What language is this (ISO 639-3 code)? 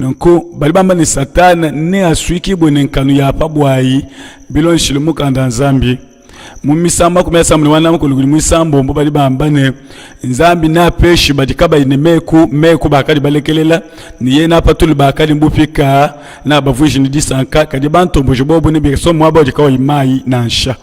lua